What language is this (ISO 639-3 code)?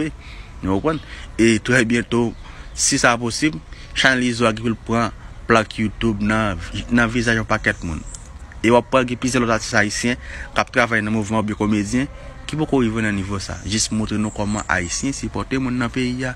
hat